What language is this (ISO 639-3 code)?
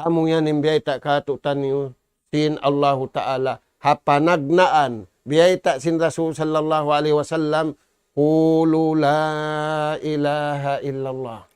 tsg